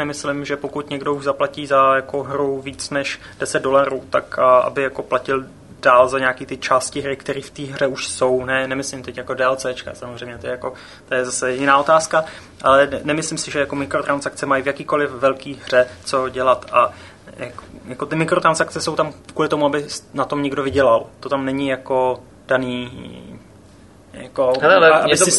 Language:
Czech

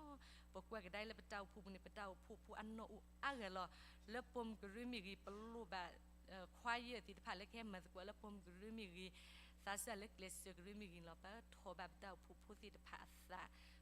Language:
S'gaw Karen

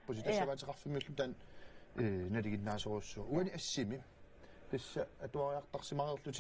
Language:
Kalaallisut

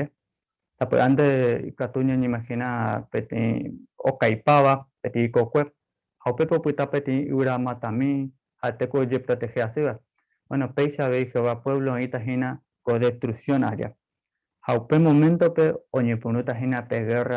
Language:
Guarani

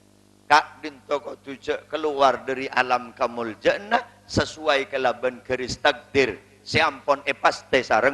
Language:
Madurese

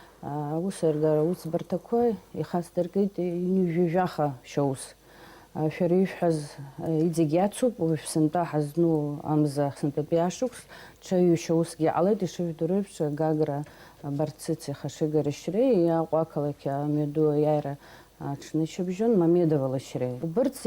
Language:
Abkhazian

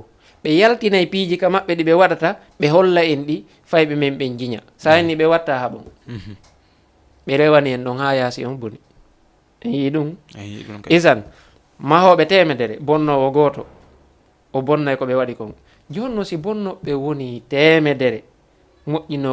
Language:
Fula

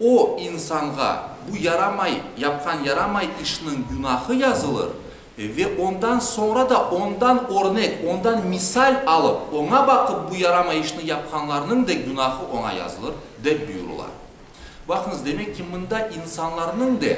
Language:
Crimean Tatar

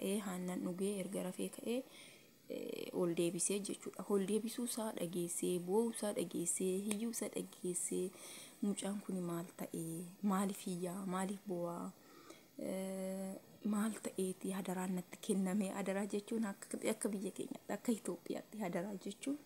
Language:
Oromo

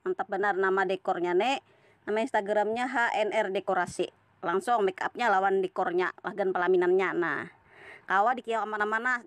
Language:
Banjar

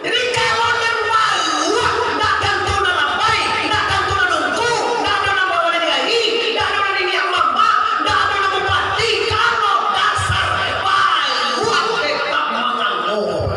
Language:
Minangkabau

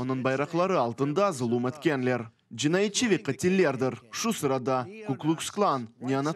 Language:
Crimean Tatar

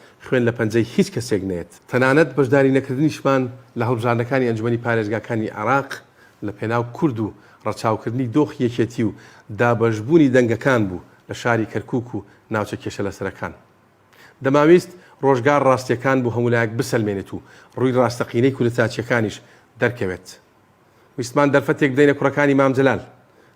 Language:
Central Kurdish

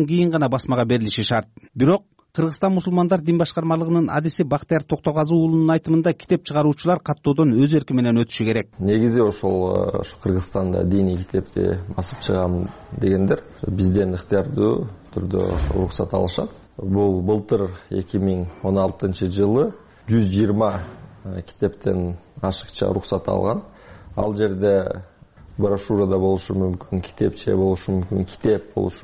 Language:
Kyrgyz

